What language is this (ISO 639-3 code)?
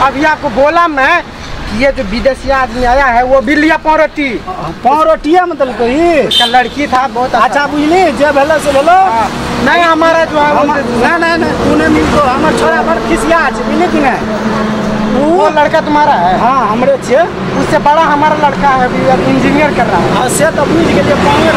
mai